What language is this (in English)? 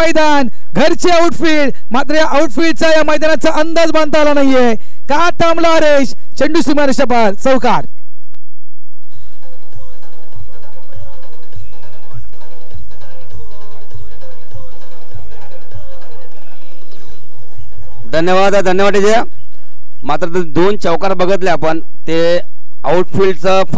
Marathi